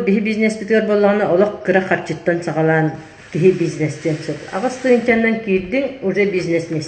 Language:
Yakut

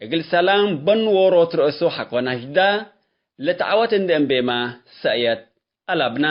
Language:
Tigre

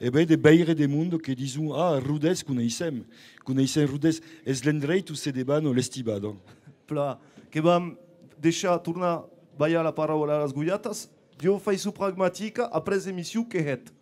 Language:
Occitan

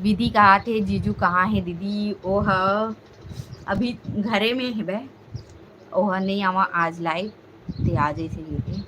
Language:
Chhattisgarhi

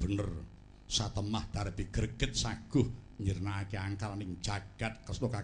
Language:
Javanese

